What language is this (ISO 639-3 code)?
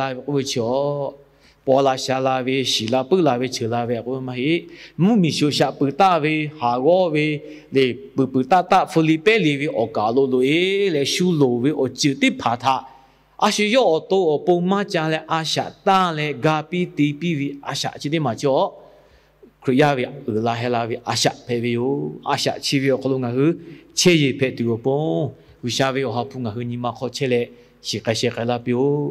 lhu